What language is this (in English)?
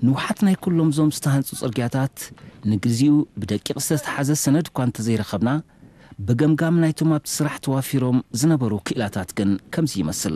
Tigrinya